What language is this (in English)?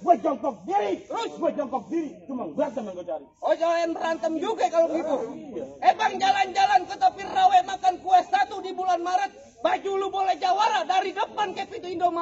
Betawi